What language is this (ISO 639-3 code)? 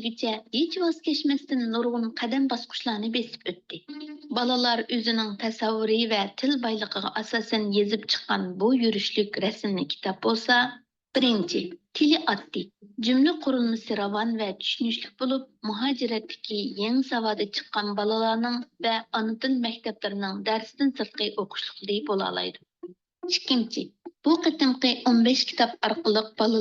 uig